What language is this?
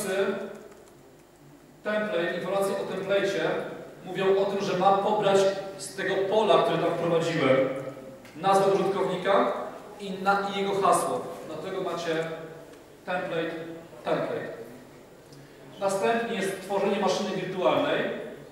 Polish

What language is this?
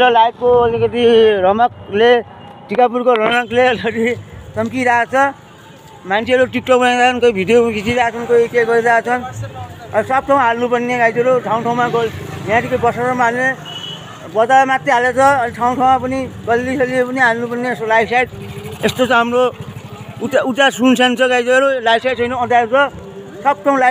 Nepali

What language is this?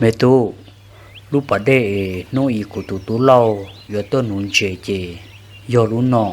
Hmong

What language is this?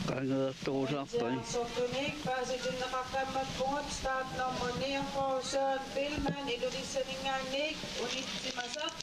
Kalaallisut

